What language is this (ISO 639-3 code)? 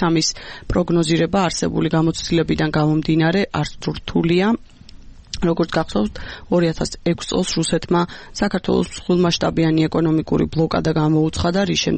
kat